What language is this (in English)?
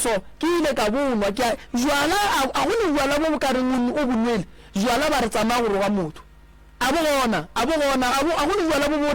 Northern Sotho